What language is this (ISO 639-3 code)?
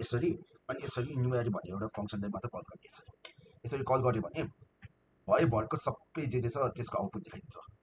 nep